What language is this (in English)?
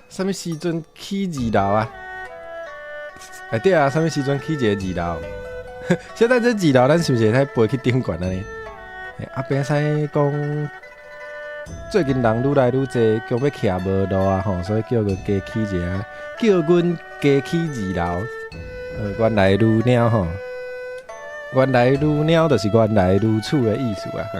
Min Nan Chinese